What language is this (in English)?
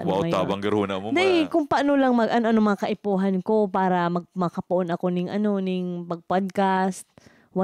Bikol